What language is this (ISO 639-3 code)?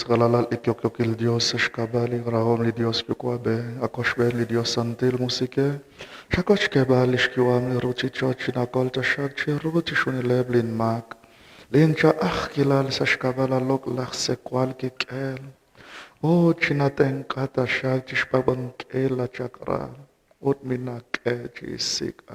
kek